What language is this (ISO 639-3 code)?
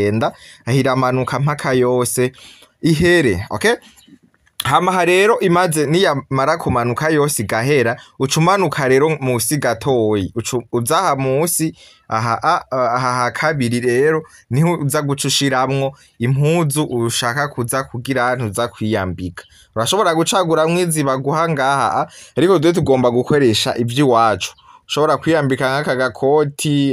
run